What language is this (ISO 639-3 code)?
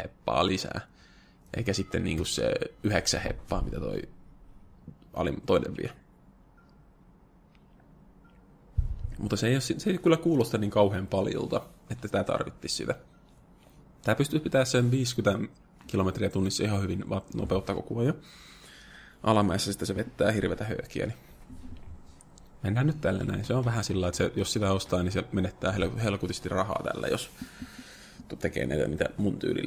fin